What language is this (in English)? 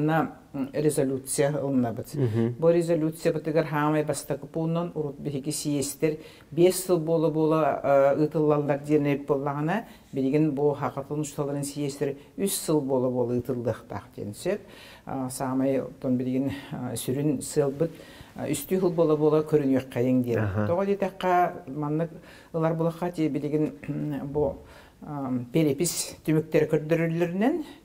Yakut